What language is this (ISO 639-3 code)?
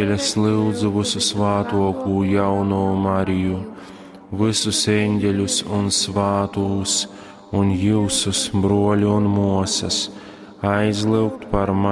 ltg